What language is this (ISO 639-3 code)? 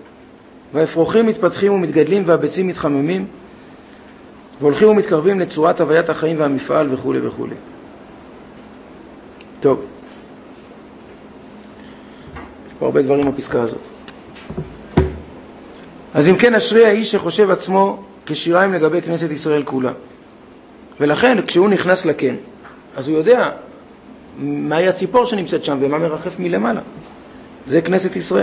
heb